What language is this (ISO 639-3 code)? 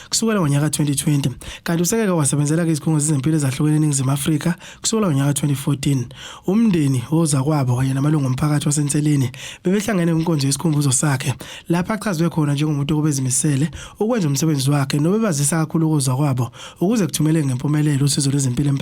zul